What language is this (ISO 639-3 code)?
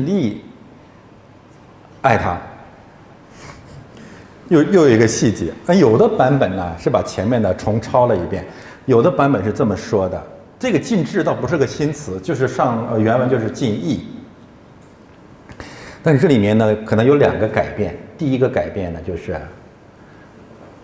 zho